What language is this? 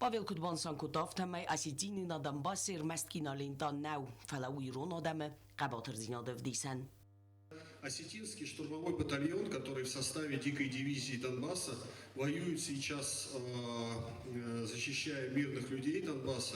Ossetic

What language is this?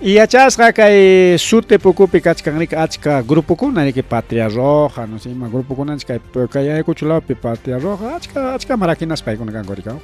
Ayacucho Quechua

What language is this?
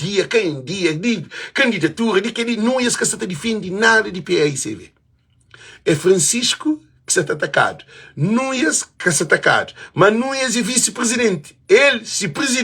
Kabuverdianu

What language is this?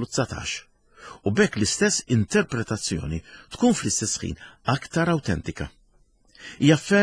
Maltese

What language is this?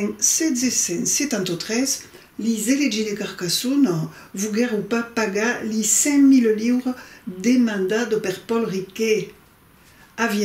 Occitan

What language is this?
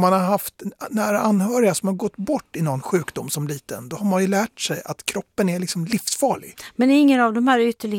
Swedish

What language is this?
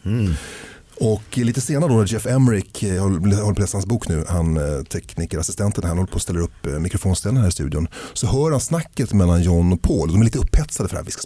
Swedish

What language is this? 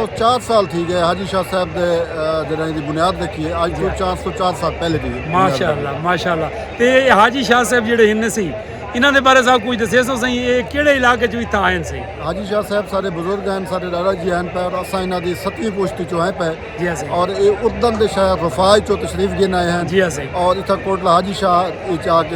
Saraiki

